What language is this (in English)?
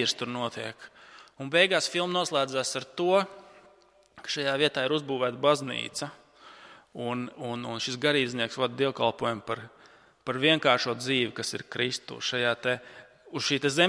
Latvian